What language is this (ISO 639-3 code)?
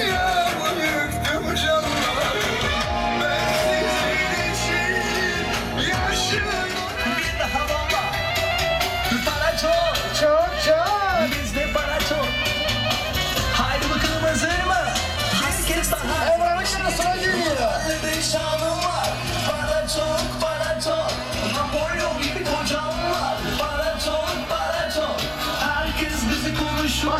tur